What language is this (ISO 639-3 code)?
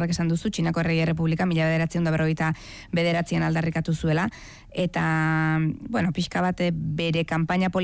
eus